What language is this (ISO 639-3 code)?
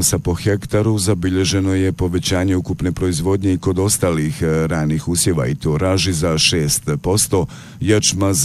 bos